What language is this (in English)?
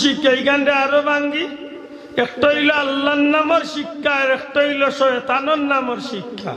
Sylheti